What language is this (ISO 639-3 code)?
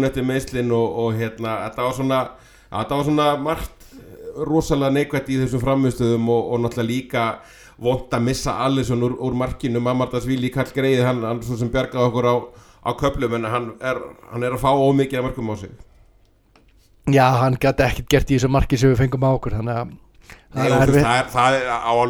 isl